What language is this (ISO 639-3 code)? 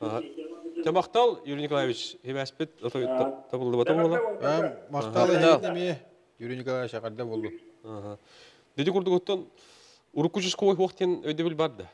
sah